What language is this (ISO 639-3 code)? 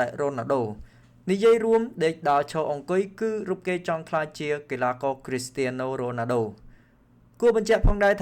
khm